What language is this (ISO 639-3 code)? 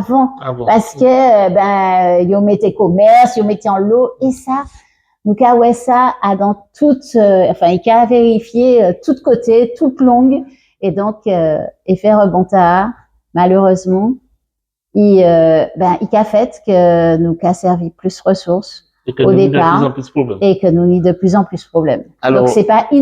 gcf